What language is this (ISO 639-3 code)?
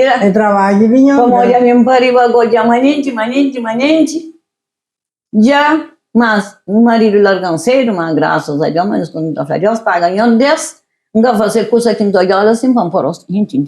kea